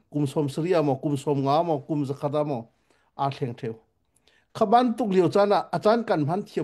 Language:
Hakha Chin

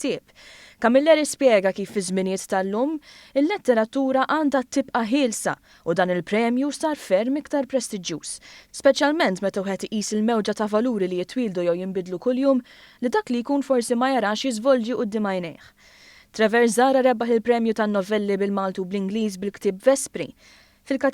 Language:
Maltese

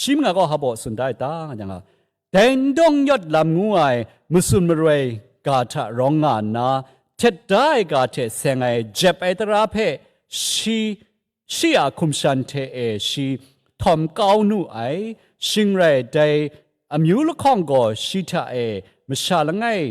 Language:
Kachin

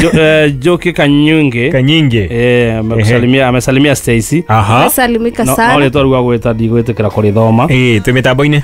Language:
Kikuyu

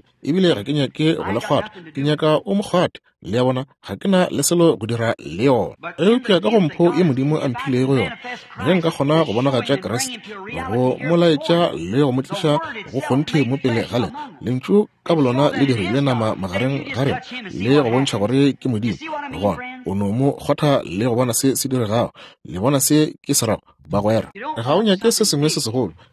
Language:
Northern Sotho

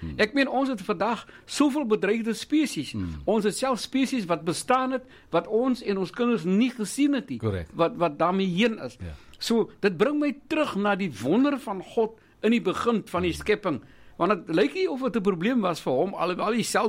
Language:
Afrikaans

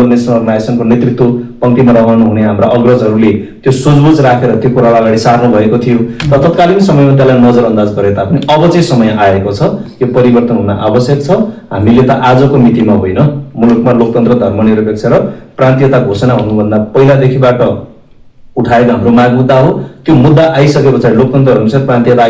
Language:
Nepali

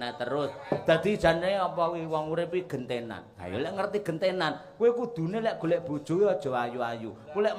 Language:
Javanese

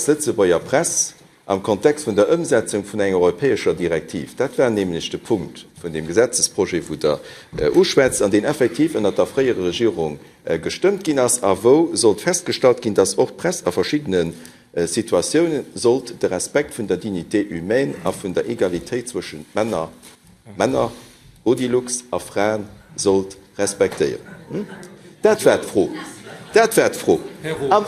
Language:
Luxembourgish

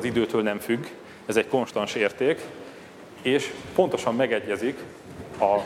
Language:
Hungarian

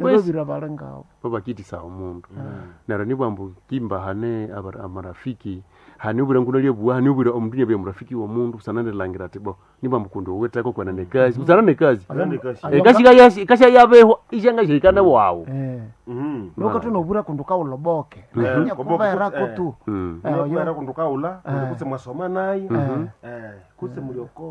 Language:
Nande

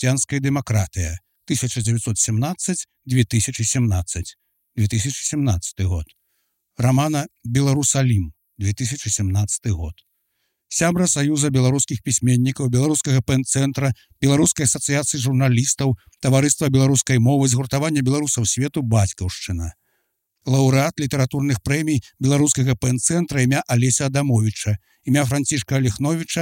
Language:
Belarusian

